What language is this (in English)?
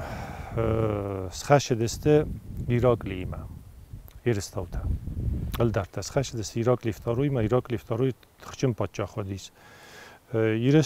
Ossetic